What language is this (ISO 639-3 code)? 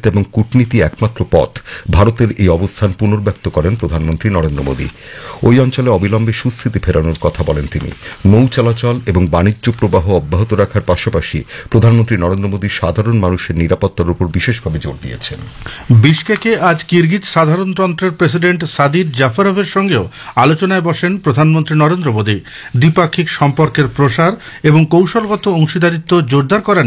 ben